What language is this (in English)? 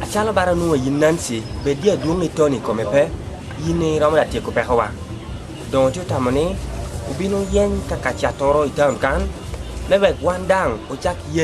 Lango (Uganda)